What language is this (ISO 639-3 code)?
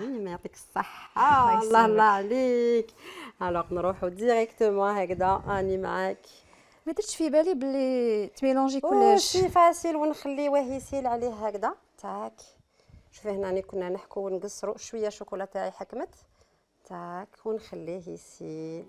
arq